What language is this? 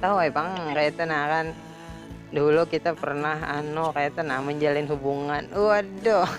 Banjar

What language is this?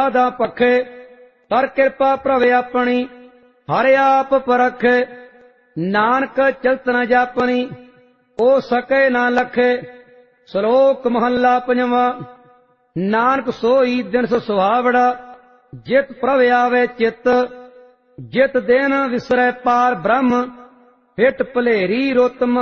Punjabi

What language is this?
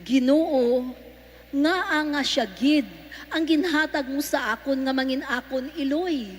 Hiligaynon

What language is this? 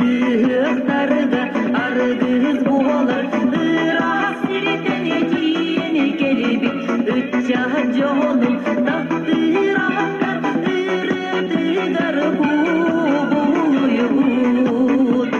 Yakut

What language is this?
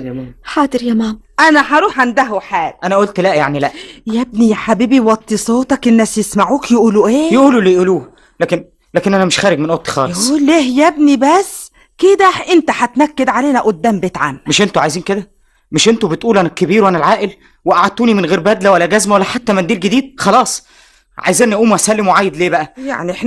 Egyptian Arabic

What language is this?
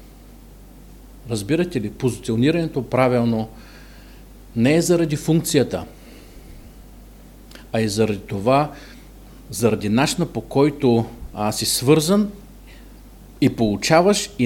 Bulgarian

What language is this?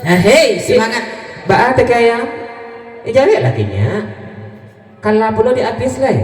Minangkabau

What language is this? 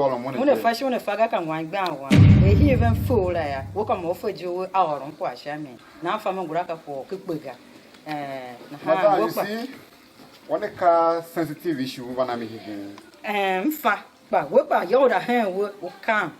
Tiv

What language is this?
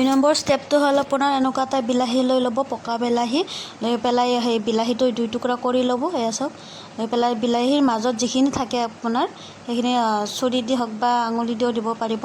Assamese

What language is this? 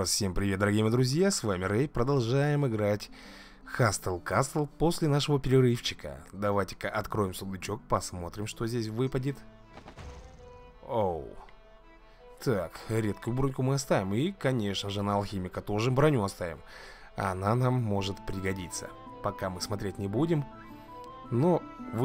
Russian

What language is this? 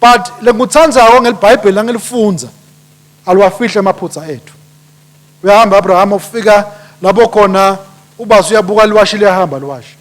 Swati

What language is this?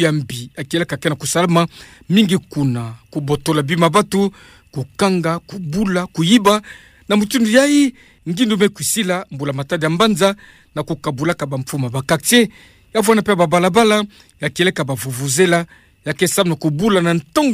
Kituba (Democratic Republic of Congo)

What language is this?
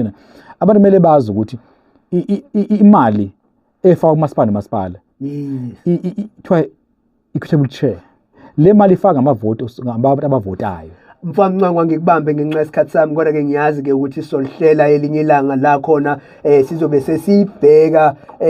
Zulu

